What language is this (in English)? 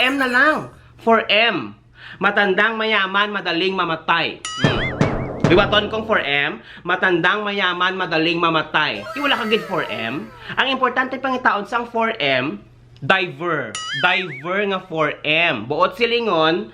Hiligaynon